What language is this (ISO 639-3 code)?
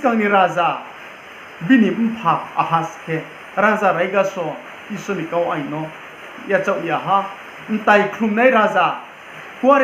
ria